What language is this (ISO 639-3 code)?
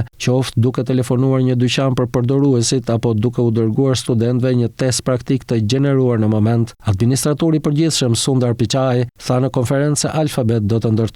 sqi